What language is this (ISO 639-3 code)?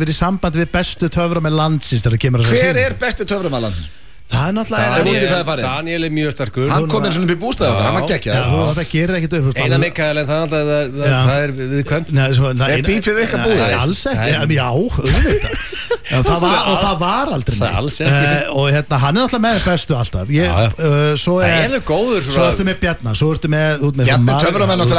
isl